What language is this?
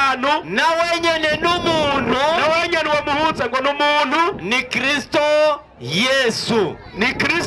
Rundi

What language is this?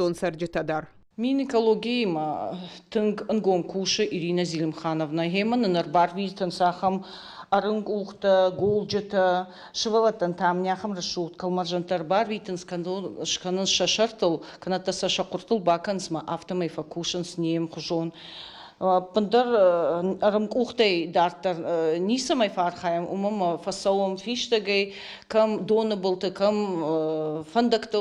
Ossetic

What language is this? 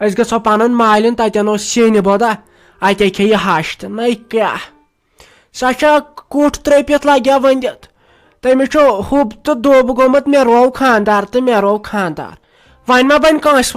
Kashmiri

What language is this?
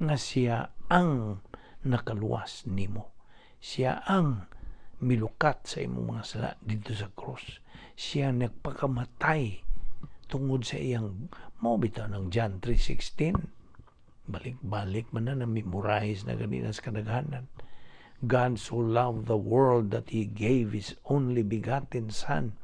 Cebuano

